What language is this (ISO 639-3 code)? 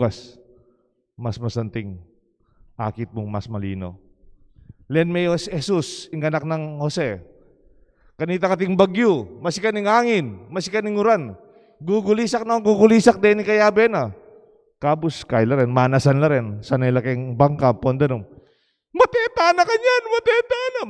pam